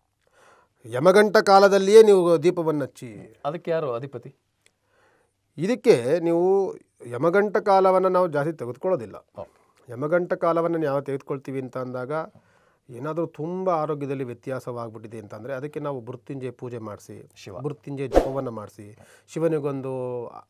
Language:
Kannada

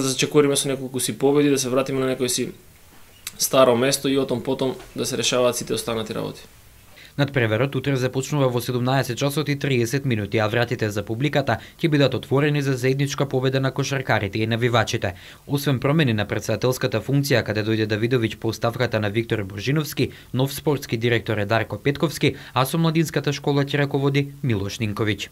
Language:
Macedonian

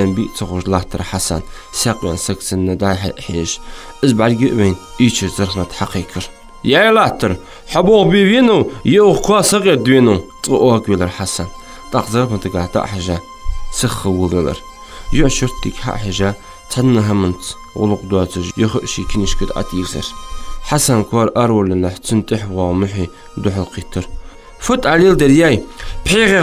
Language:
Ingush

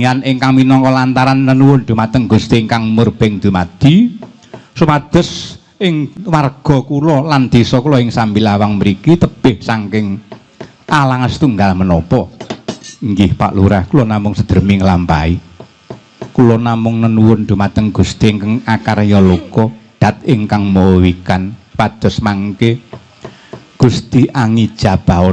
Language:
Javanese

